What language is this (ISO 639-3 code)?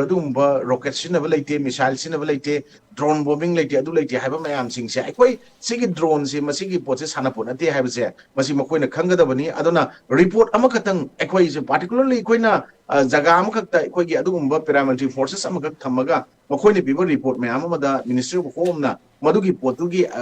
mni